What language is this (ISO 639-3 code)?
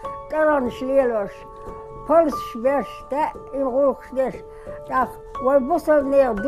che